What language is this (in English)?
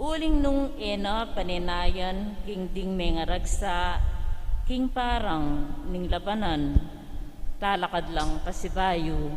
Pampanga